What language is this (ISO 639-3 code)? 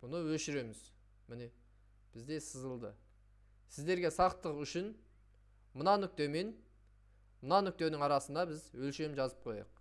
kaz